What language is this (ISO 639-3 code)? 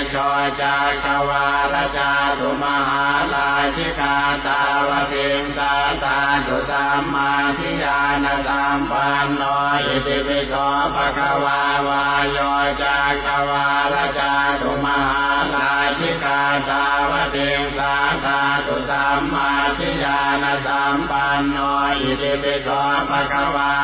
pli